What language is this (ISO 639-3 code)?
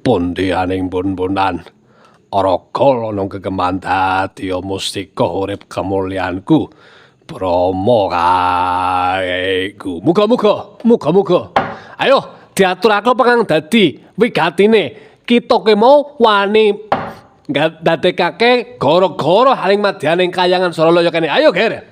jav